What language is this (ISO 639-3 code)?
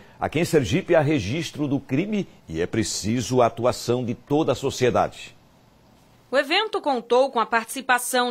por